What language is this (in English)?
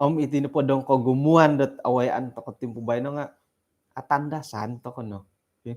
Central Dusun